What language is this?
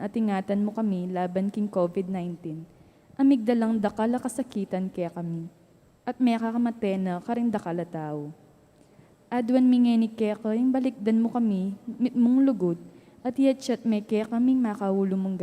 Pampanga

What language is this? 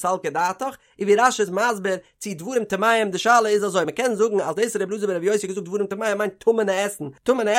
Yiddish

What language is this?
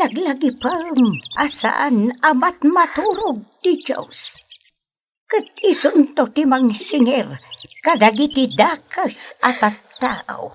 Iloko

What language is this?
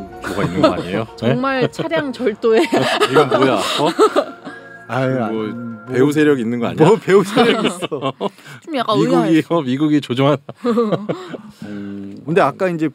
Korean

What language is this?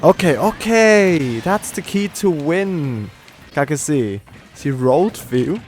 Swiss German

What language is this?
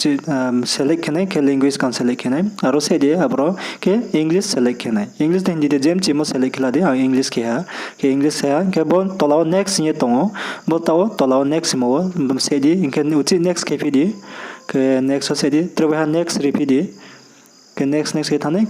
Riang (India)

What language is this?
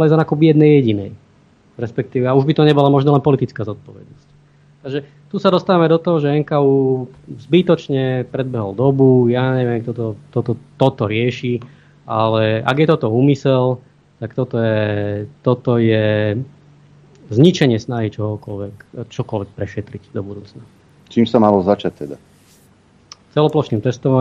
Slovak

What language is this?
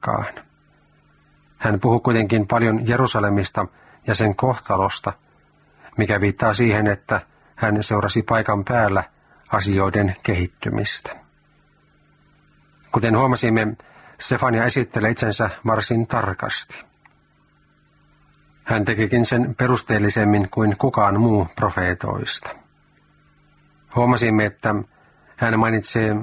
Finnish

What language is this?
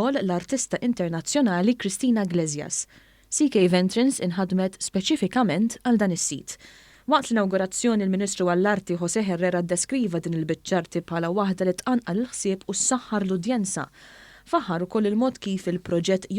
Maltese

